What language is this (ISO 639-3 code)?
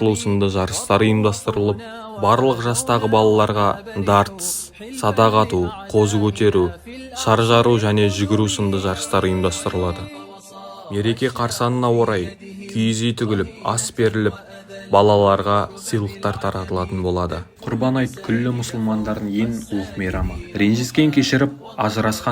kaz